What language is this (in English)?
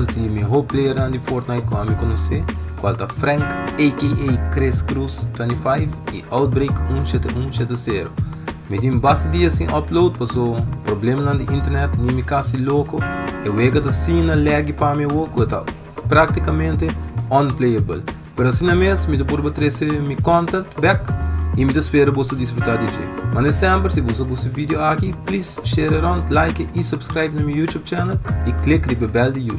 Papiamento